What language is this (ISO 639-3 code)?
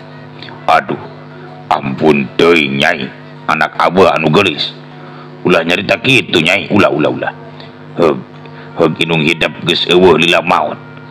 sun